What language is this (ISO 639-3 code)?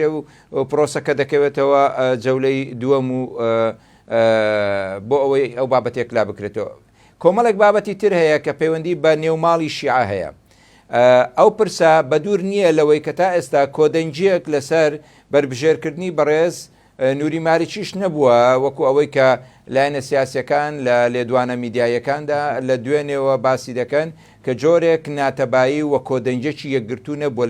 ckb